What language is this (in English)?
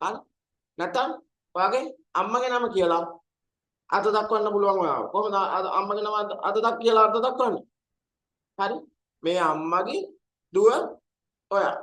Sinhala